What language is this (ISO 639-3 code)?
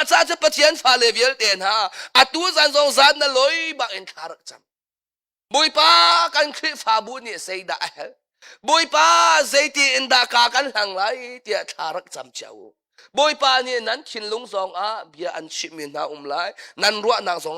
cnh